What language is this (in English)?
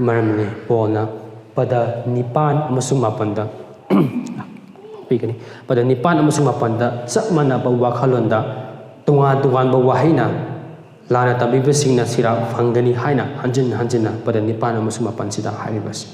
Manipuri